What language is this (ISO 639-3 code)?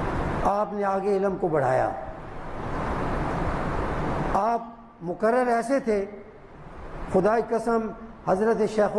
urd